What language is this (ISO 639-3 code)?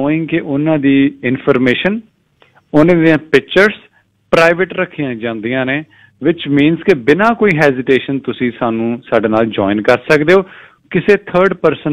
pan